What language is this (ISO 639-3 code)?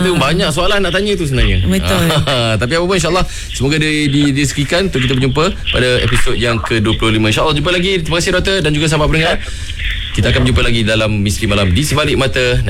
msa